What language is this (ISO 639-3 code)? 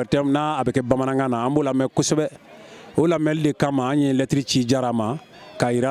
bam